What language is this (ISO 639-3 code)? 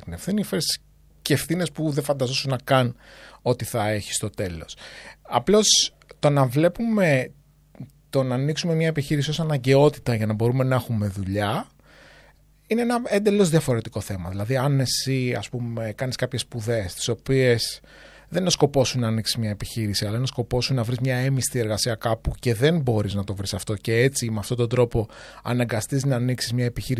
ell